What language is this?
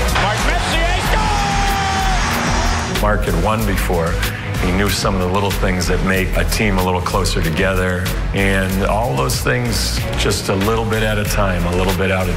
English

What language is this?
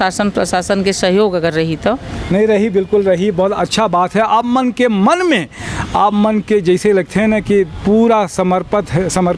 Chhattisgarhi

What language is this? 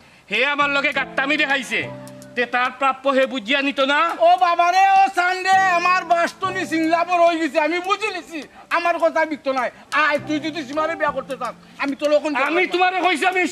Sylheti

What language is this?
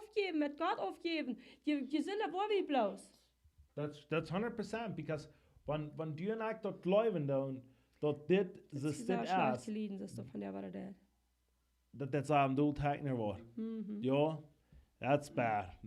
Plautdietsch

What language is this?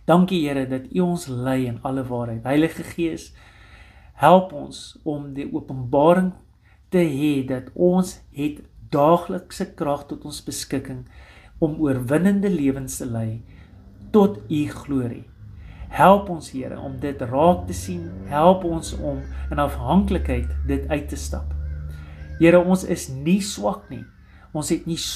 Afrikaans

